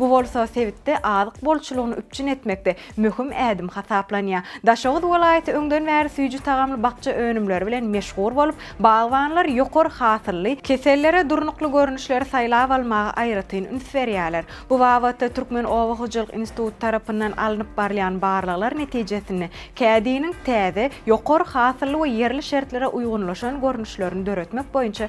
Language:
Turkmen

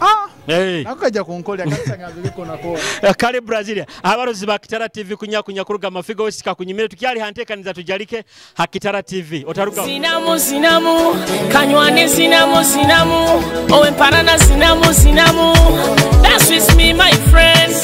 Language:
Nyoro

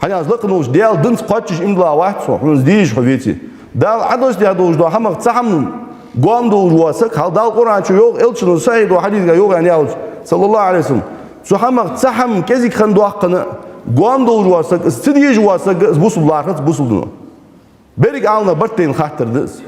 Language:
Ingush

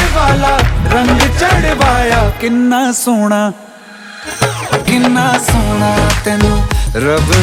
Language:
Hindi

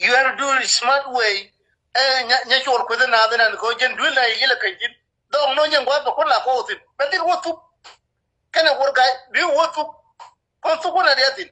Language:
Nuer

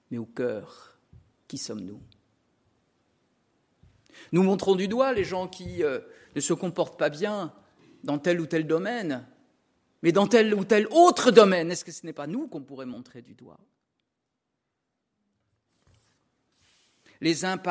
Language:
French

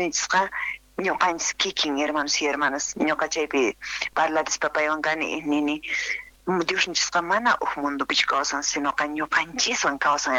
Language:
Quechua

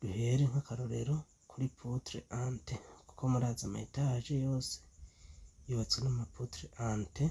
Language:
Rundi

